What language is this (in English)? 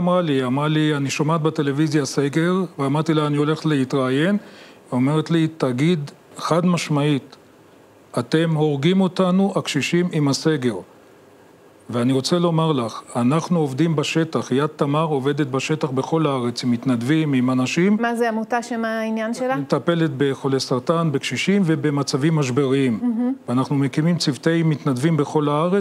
Hebrew